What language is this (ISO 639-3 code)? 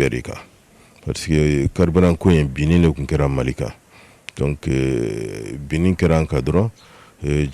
bam